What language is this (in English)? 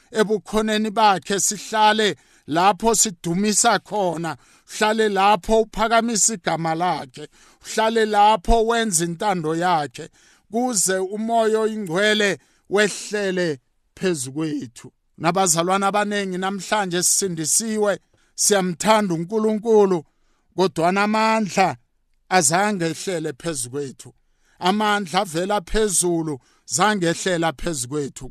South Ndebele